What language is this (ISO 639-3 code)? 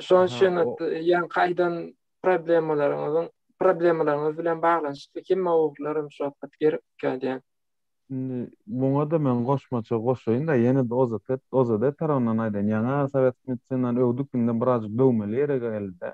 tuk